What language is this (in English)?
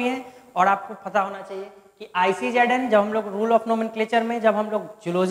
Hindi